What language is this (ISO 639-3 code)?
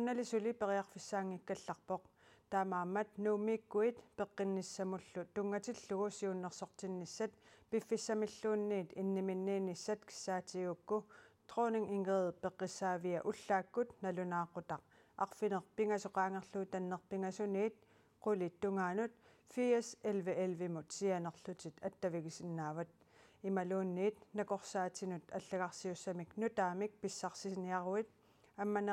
kal